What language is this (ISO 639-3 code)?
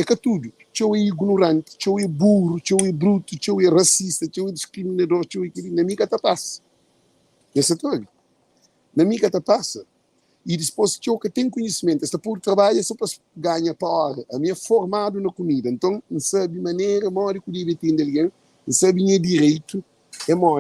kea